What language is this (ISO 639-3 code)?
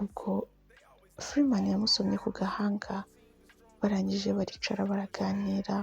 kin